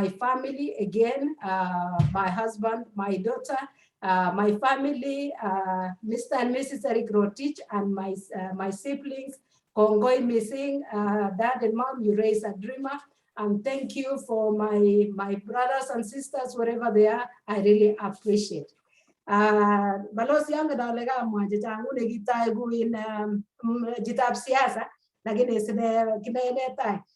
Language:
Kalenjin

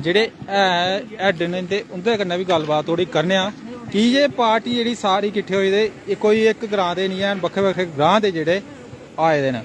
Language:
Dogri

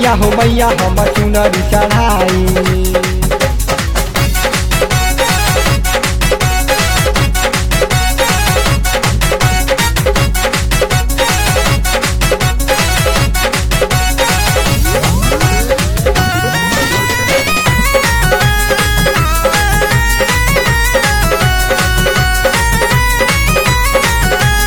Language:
Bhojpuri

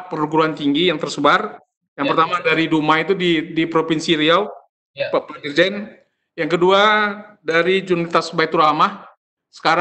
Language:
Indonesian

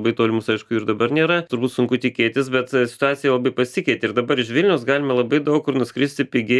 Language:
Lithuanian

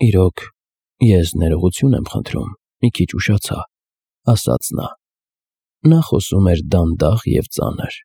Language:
Armenian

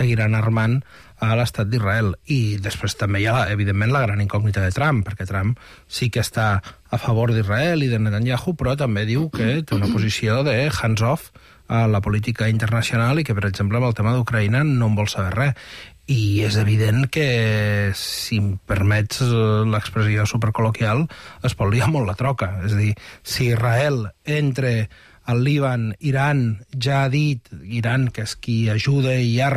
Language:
Catalan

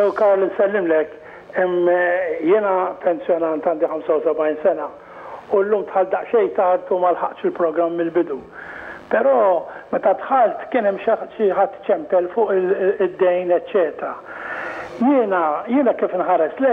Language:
Maltese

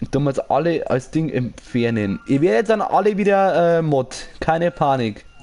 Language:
Bavarian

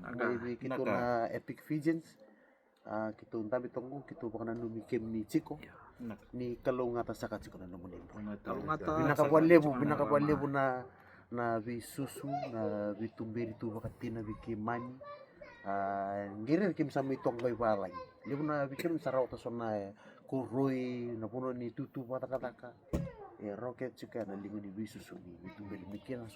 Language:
Fijian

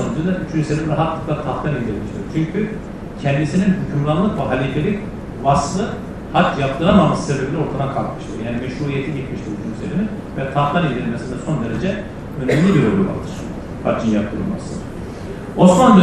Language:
Turkish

